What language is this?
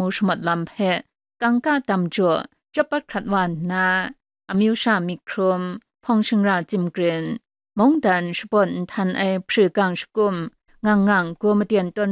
Kachin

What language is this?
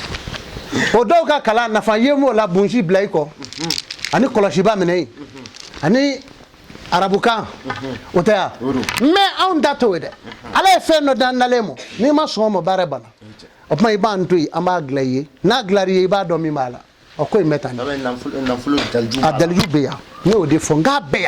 Bambara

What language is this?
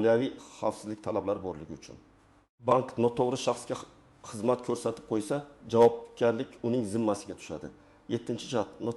Uzbek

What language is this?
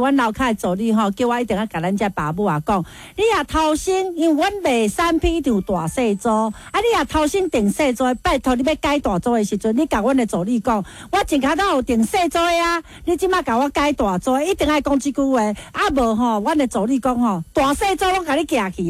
Min Nan Chinese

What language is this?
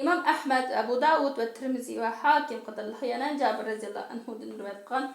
Uyghur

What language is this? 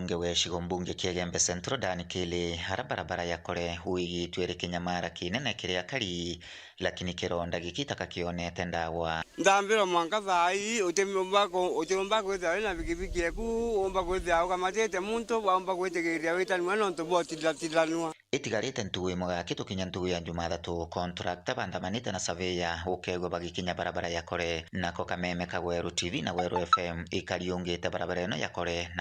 Meru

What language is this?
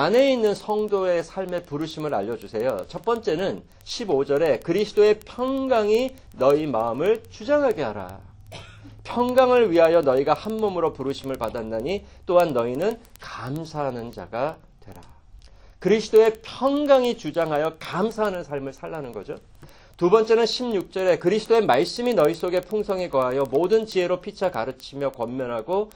Korean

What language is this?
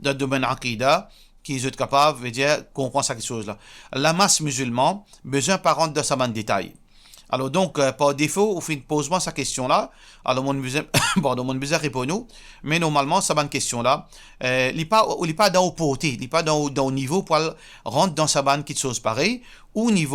Morisyen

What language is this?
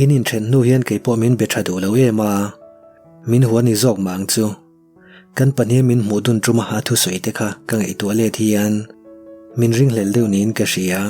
Mizo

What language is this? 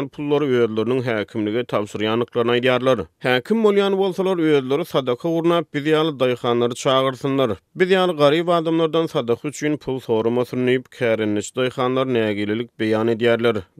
Turkmen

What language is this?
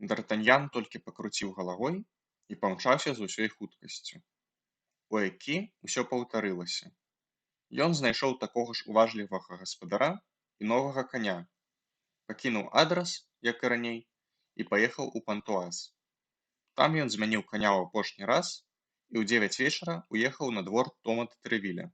Belarusian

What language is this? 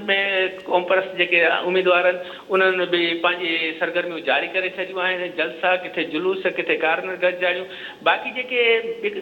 Sindhi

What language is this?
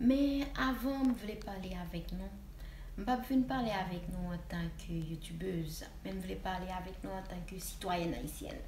Haitian Creole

